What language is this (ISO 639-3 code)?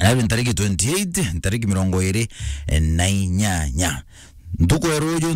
mer